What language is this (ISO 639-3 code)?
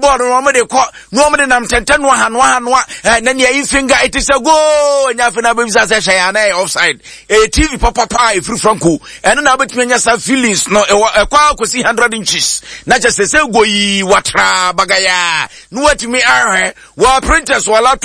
aka